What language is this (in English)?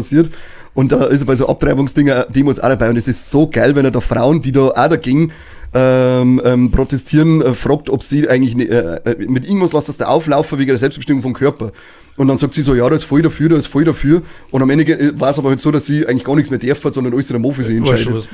Bavarian